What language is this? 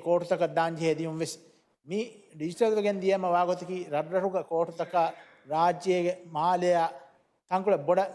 Divehi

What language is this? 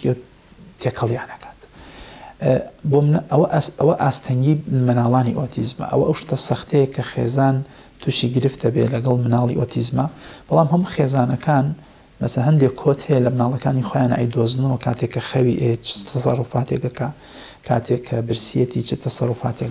Central Kurdish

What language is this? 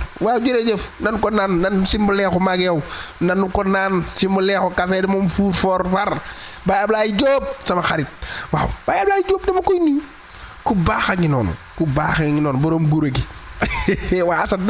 Wolof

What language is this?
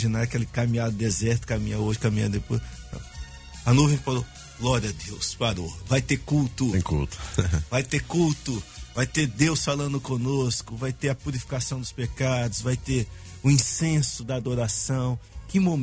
Portuguese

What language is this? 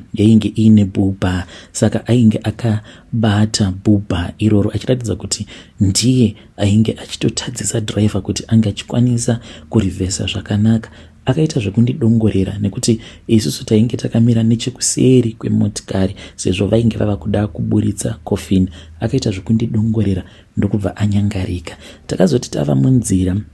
Shona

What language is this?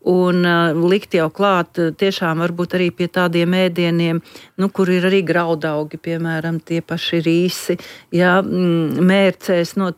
Latvian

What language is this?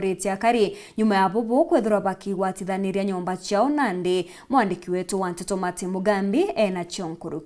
Meru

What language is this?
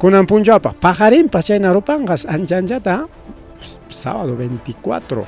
Ayacucho Quechua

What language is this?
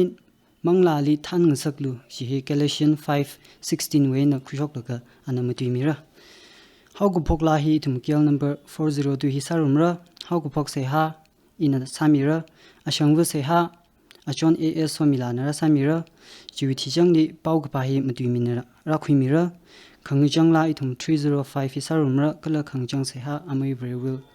Tangkhul Naga (India)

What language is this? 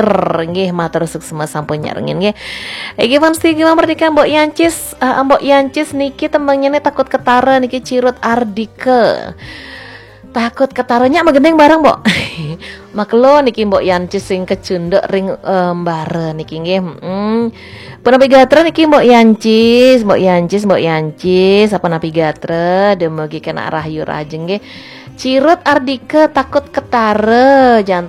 Balinese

